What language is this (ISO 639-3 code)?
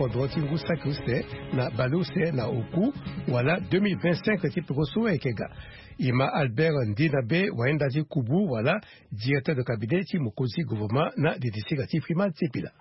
sag